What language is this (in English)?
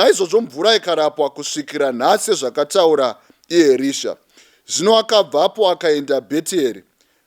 Shona